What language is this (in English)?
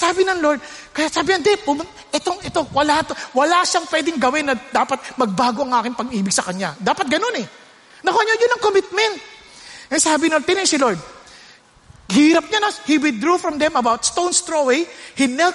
Filipino